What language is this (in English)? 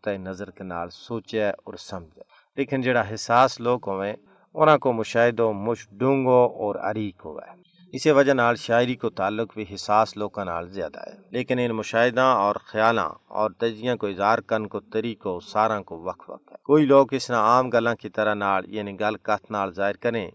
Gujari